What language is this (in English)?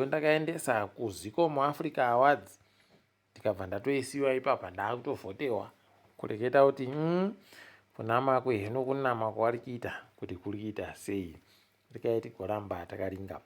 Ndau